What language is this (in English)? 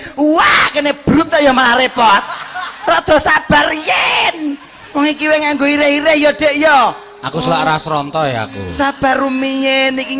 Javanese